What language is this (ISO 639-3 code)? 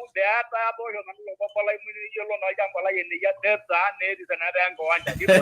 mas